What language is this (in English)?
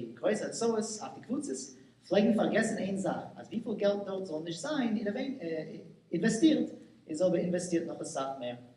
Yiddish